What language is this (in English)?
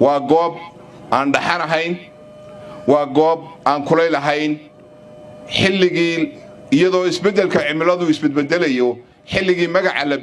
Somali